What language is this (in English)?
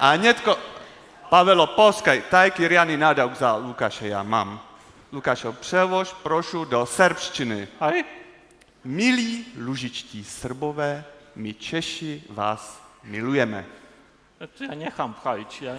Upper Sorbian